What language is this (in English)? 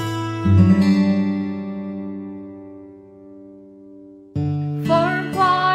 Filipino